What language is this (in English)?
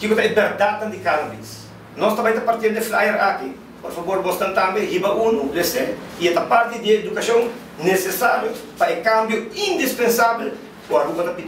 Papiamento